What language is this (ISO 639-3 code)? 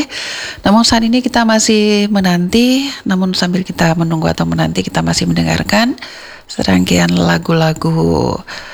ind